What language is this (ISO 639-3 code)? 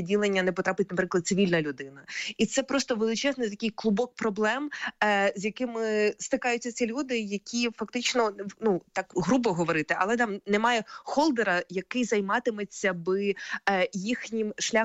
ukr